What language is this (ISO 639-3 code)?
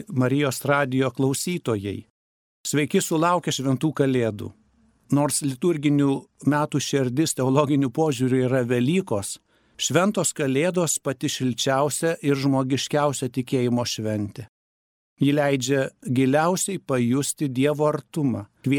lit